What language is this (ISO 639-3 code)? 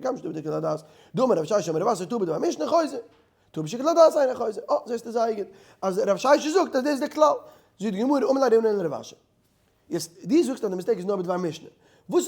yid